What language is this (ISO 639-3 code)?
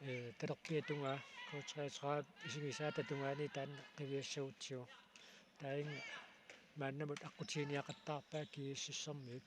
kal